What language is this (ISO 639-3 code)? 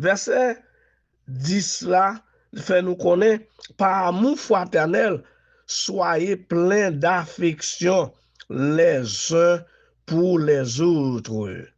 hat